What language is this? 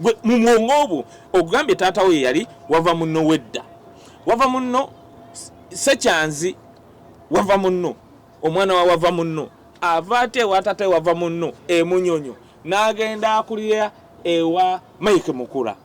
Ganda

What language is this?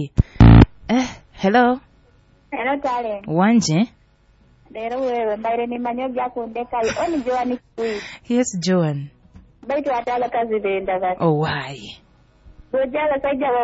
Nyoro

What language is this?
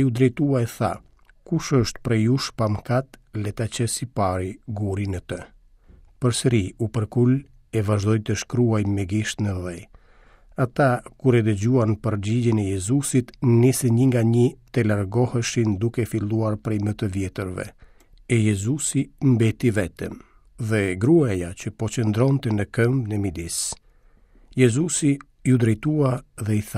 Albanian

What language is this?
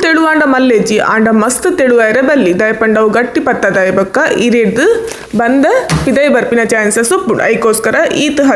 Tulu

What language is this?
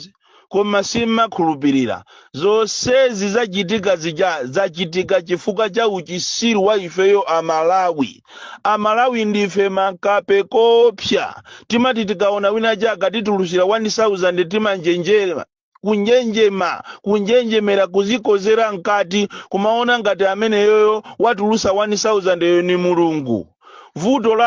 Nyanja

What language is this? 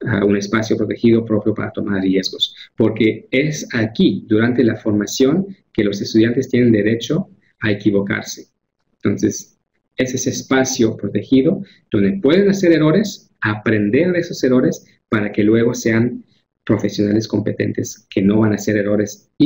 Spanish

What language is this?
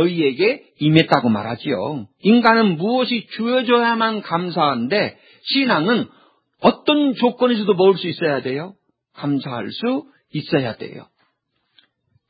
Korean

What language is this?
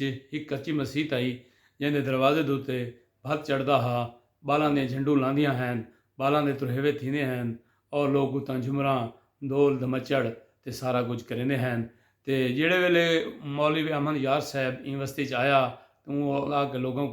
Saraiki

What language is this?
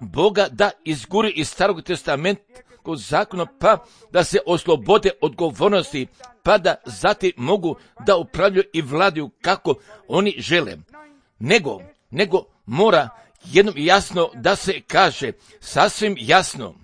Croatian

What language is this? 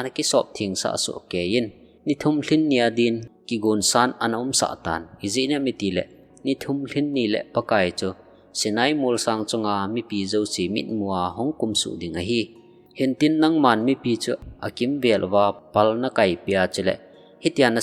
Thado Chin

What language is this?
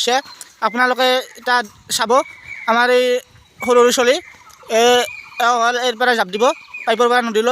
Assamese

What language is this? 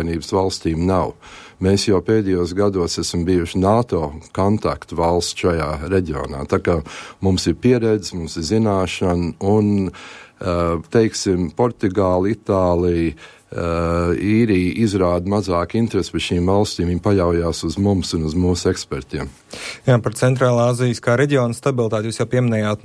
Latvian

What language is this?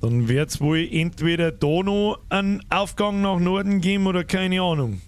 Bavarian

